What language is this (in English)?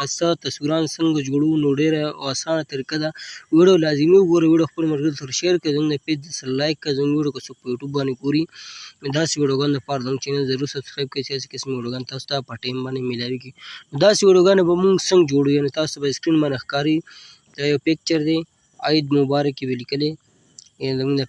Pashto